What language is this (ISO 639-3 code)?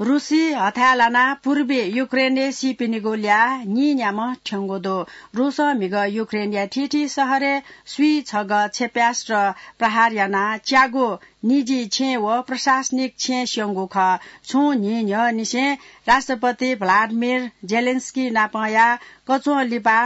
new